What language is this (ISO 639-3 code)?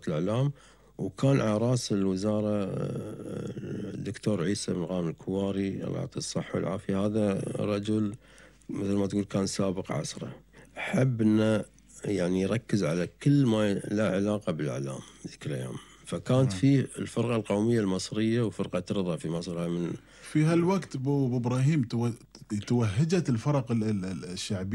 afb